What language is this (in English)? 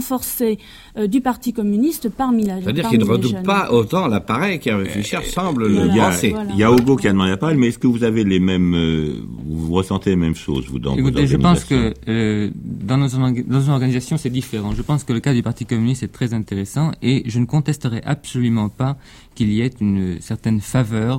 French